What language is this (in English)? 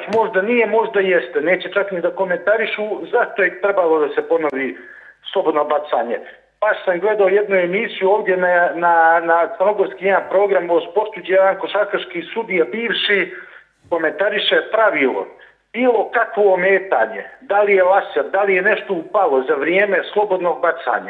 Serbian